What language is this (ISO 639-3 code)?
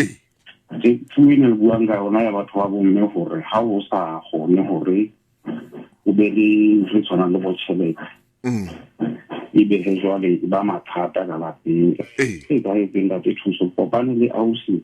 sot